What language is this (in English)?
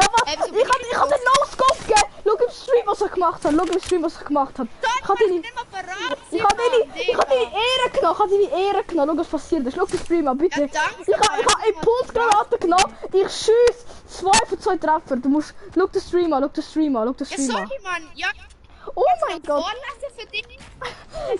Swiss German